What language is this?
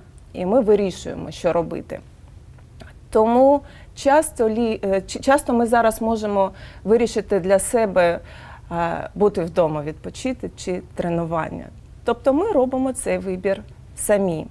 Ukrainian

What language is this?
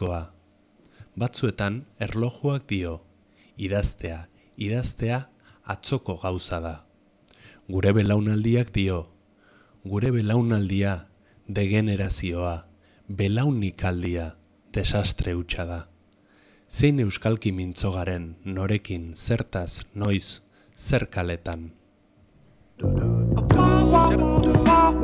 Basque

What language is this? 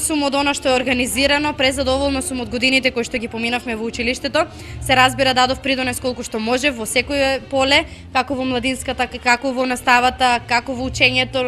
Macedonian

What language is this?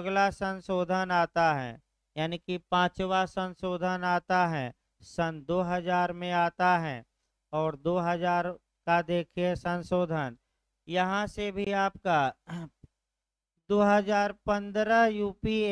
Hindi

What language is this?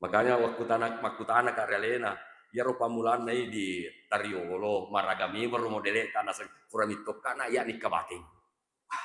Buginese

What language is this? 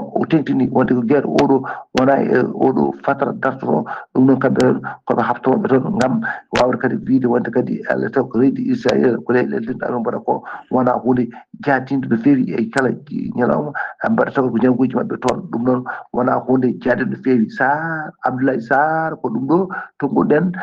Fula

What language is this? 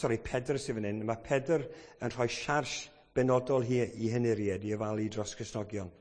Welsh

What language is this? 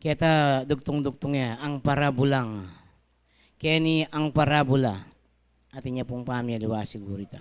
Pampanga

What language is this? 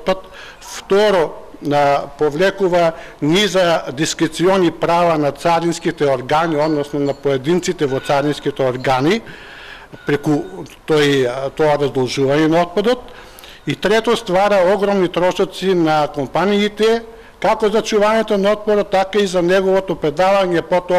Macedonian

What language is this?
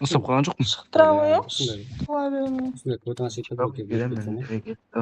Kara-Kalpak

